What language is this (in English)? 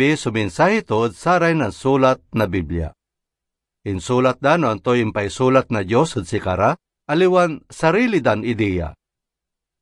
Pangasinan